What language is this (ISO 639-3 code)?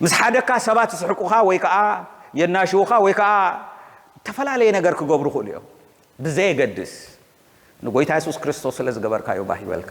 tir